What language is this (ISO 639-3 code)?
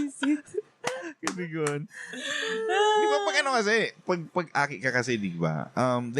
bik